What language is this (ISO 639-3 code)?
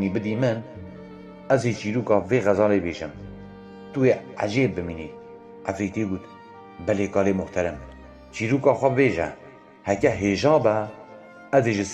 kur